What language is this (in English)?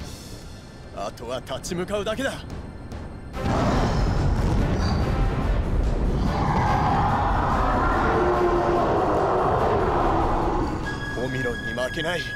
Japanese